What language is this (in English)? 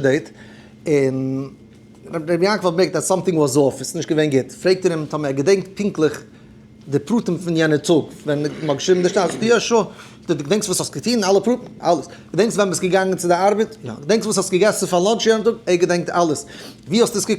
Yiddish